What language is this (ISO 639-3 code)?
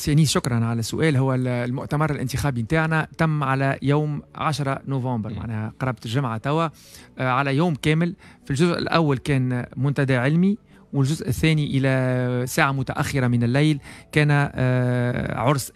aeb